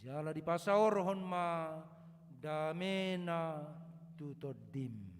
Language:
Batak Toba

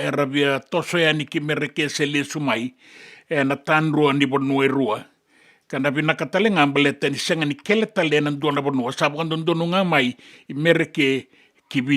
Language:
Fijian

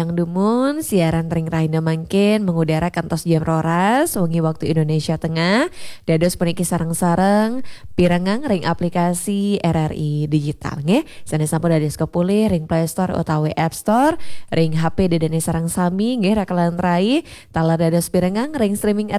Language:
Balinese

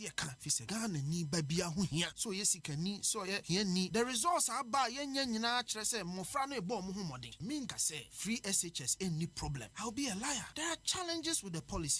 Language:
Akan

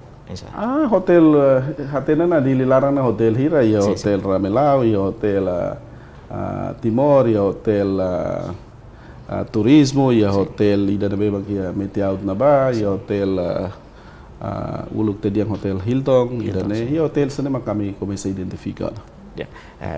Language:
Tetum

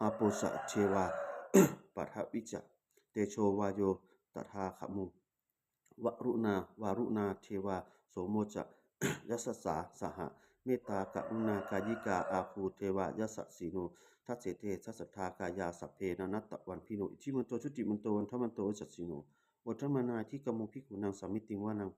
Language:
Pali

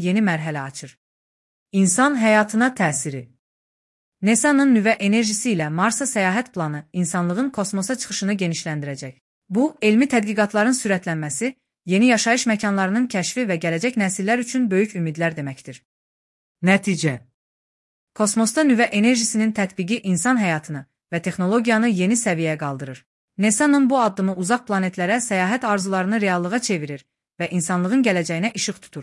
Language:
Azerbaijani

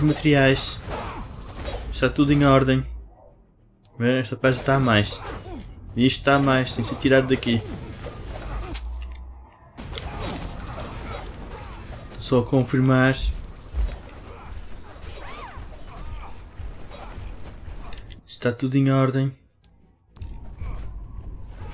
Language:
Portuguese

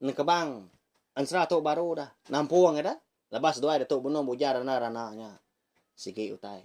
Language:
Iban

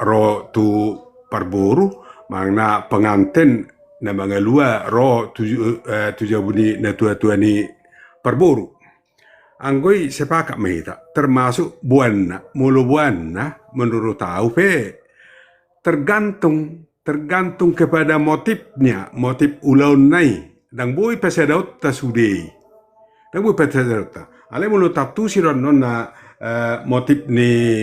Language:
Batak Toba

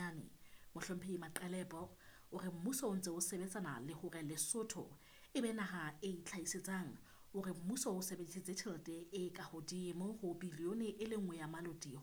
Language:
Southern Sotho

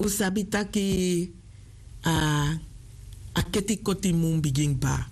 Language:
Sranan Tongo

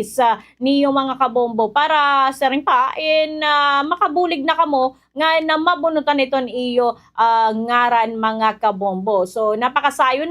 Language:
Waray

